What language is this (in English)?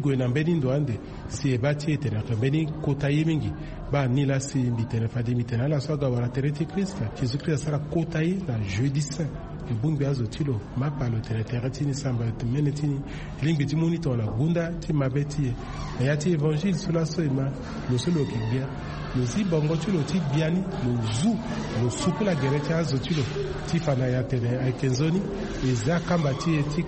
Swahili